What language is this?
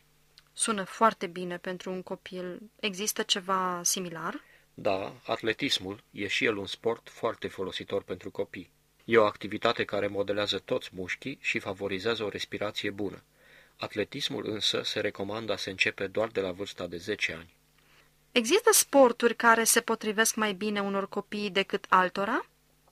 Romanian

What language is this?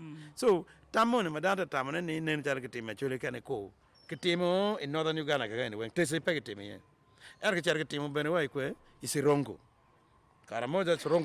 Acoli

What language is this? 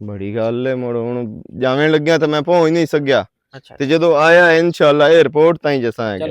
Western Panjabi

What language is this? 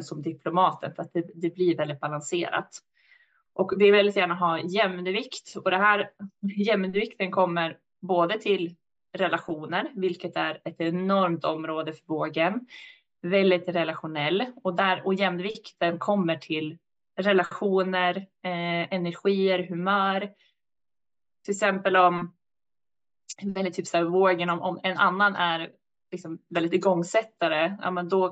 Swedish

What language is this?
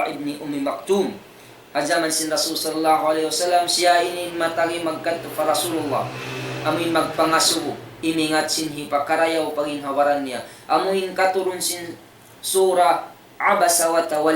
Tausug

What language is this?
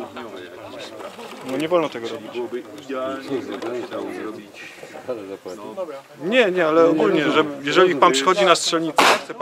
Polish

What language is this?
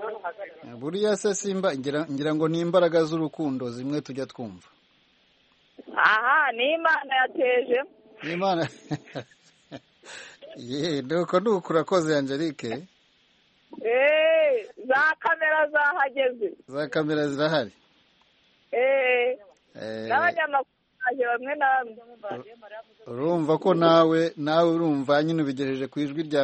Kinyarwanda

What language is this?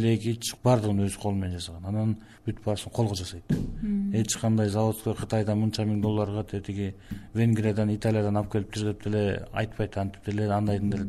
Kyrgyz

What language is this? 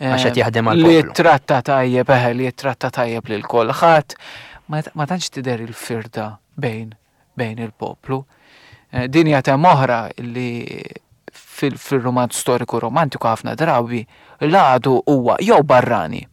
Maltese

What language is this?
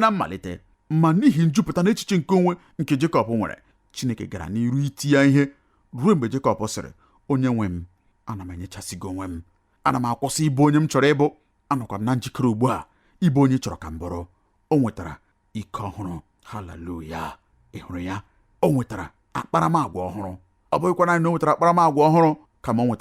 Igbo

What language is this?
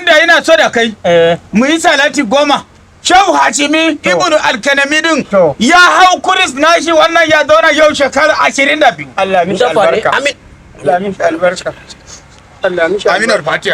Hausa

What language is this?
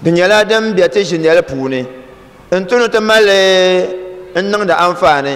Dagbani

